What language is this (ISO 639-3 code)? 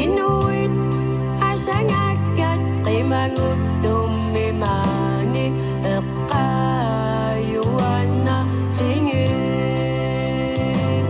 kal